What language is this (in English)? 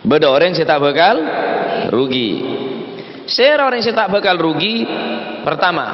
Madurese